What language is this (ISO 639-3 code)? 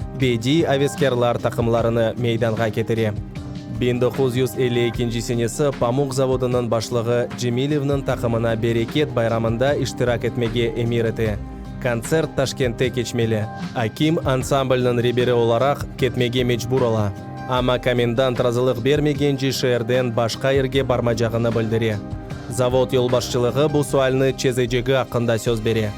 crh